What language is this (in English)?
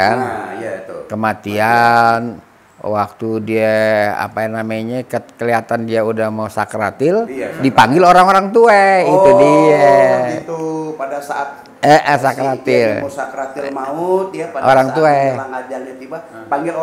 Betawi